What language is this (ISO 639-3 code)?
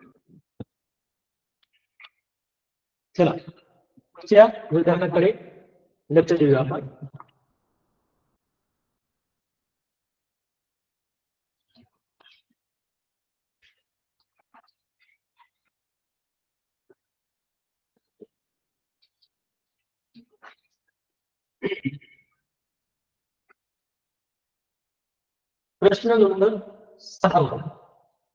mar